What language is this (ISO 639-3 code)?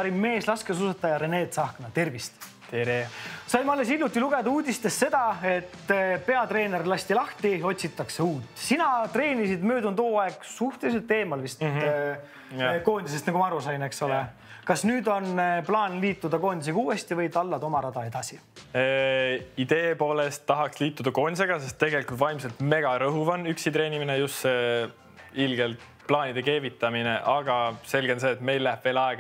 est